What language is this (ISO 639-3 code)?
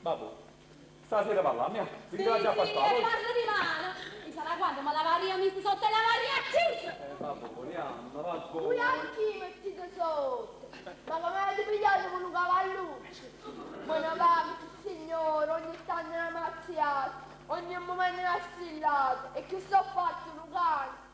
nap